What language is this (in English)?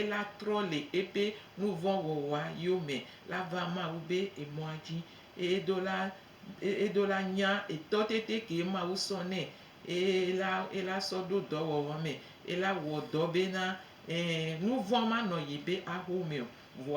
Gen